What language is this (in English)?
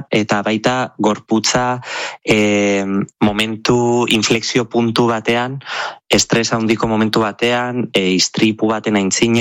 Basque